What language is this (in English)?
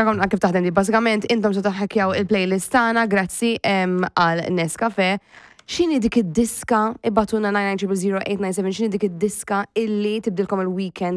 Maltese